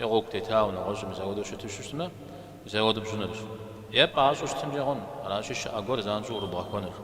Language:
Kabardian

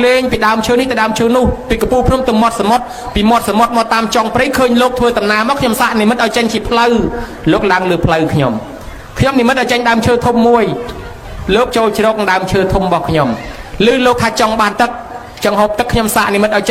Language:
Khmer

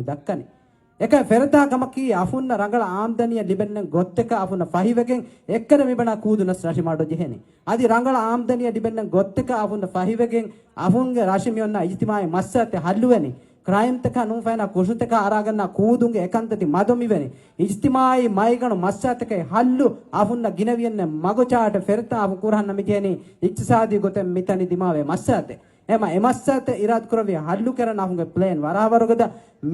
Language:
Divehi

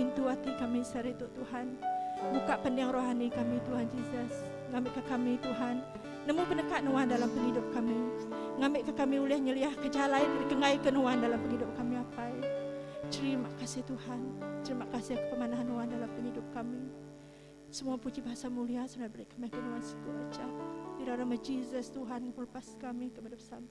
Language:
Iban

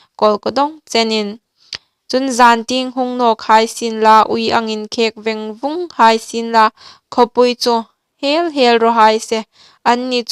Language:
Hmar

